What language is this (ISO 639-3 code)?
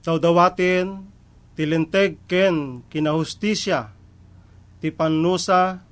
ilo